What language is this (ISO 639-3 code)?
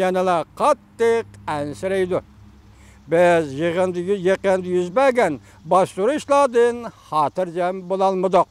uig